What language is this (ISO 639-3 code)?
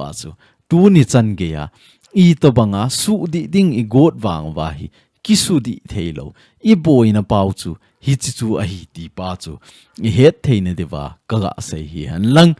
tcz